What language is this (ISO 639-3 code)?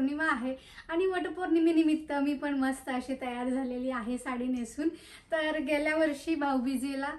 mar